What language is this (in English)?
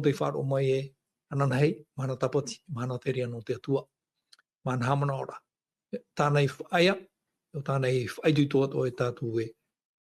Tahitian